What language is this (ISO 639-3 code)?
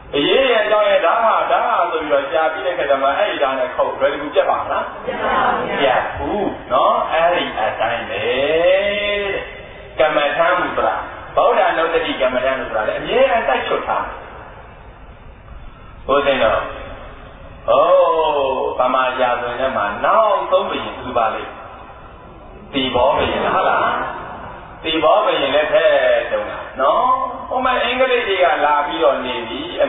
mya